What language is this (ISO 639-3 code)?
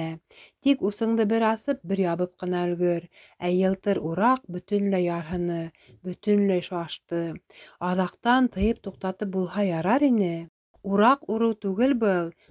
bak